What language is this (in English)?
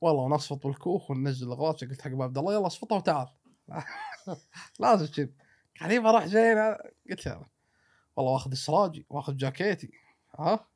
Gulf Arabic